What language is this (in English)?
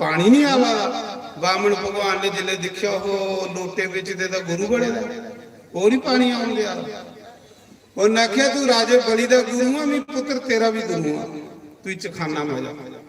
Dogri